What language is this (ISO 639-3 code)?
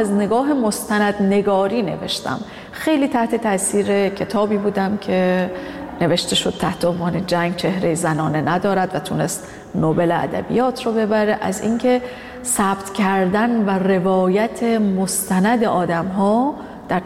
fas